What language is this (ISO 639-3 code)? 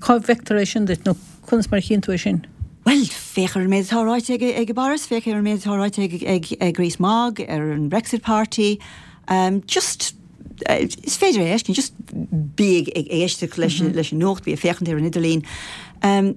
gle